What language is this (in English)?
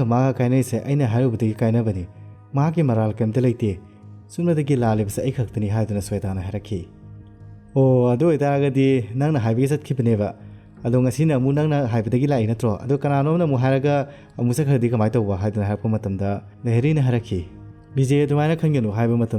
Manipuri